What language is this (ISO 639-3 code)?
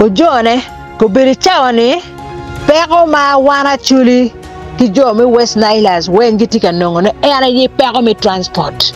ach